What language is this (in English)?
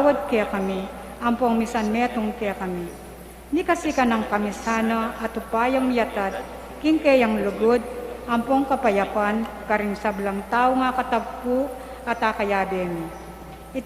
Pampanga